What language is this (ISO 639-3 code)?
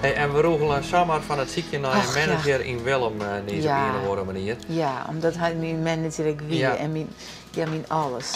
fry